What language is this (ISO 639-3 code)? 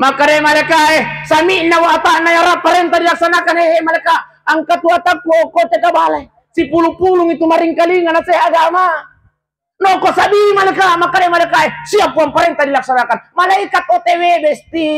bug